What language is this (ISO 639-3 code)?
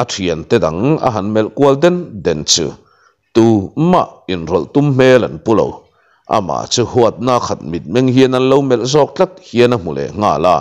lus